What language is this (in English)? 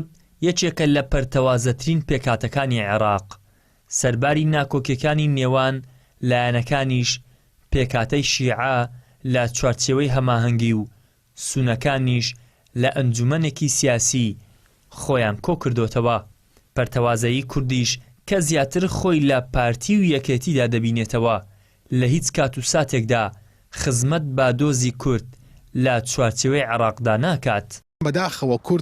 Central Kurdish